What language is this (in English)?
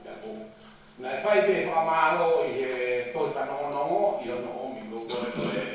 Tongan